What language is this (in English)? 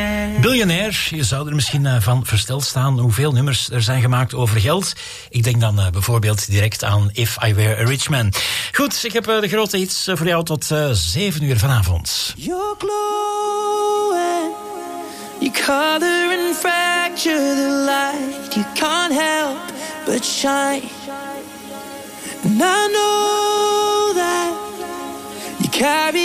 Dutch